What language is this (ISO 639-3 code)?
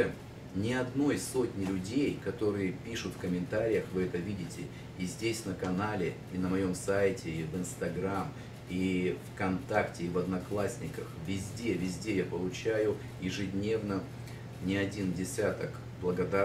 rus